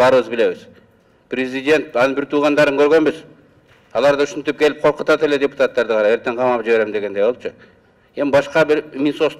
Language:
Kyrgyz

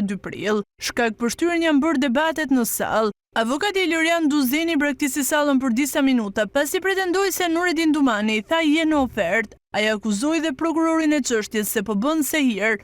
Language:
Albanian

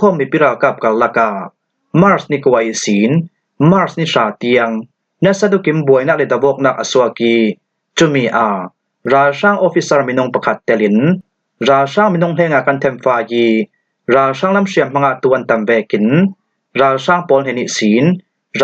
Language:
Falam Chin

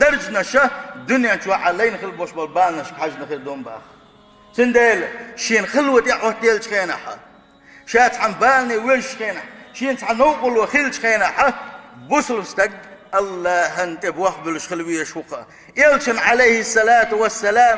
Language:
Chechen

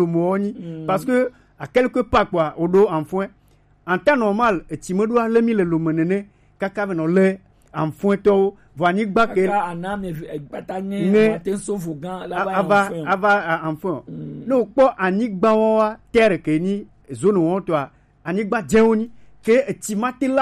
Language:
Gen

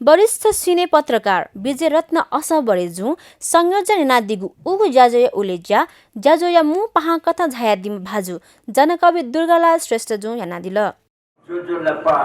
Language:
Newari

